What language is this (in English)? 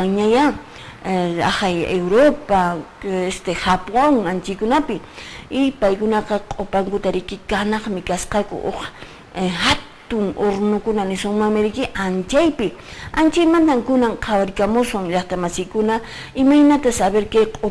Quechua